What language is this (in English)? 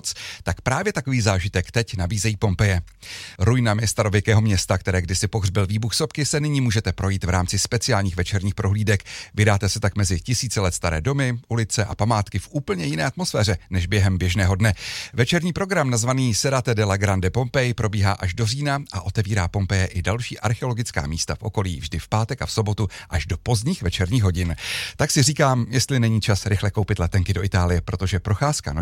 Czech